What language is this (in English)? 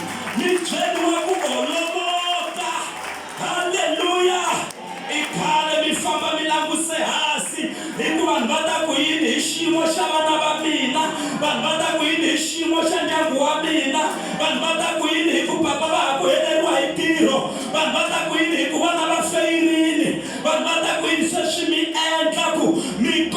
Tsonga